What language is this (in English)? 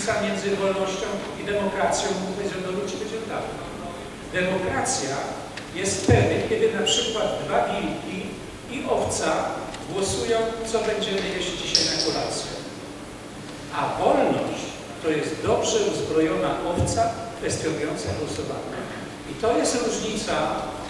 Polish